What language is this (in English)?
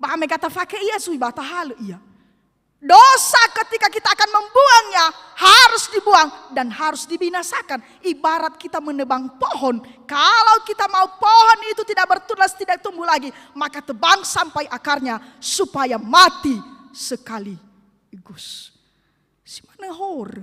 Nias